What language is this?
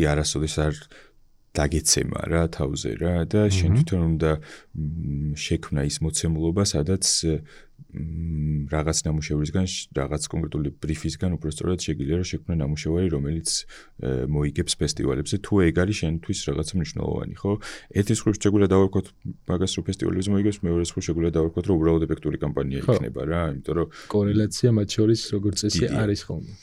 Georgian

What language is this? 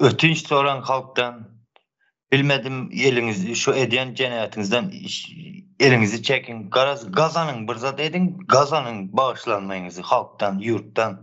Turkmen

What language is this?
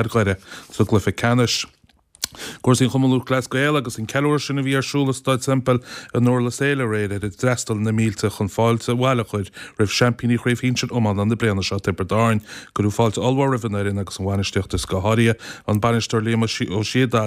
Irish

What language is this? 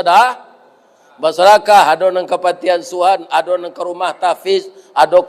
Minangkabau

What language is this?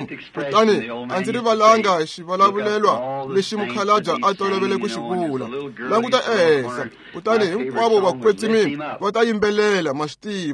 Tsonga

